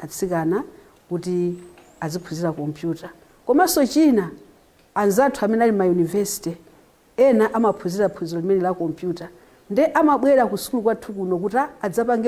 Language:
Nyanja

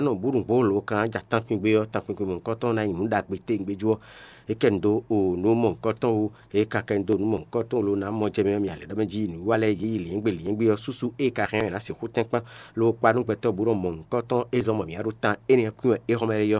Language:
Fon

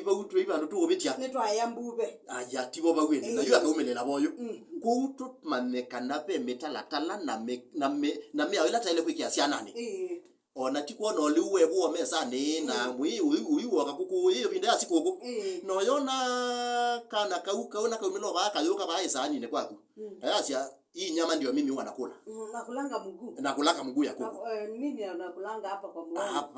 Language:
Kamba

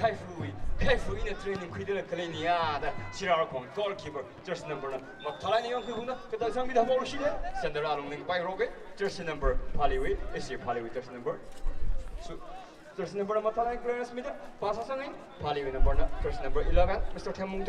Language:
Tangkhul Naga (India)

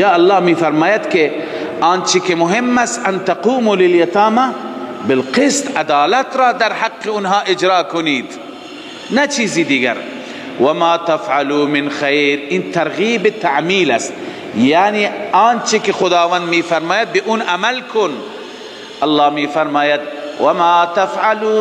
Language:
Tajik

